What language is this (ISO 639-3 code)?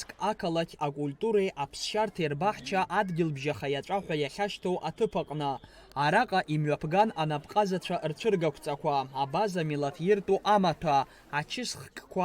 abk